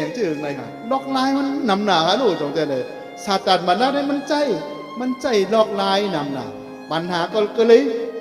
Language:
Shan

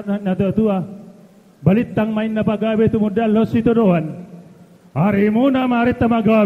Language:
Batak Toba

